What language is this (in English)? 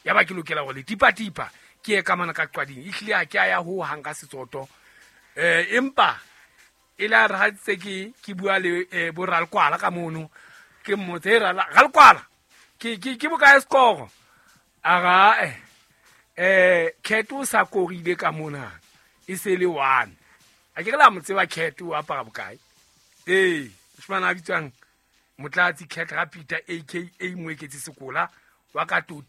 Southern Sotho